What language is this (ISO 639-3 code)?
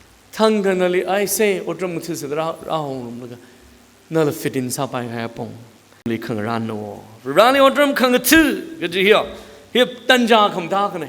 nmf